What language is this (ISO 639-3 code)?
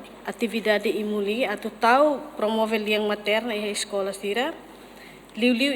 tet